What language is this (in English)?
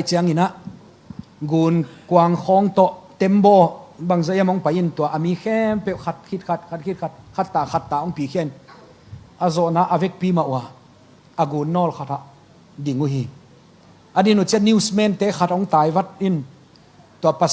Tedim Chin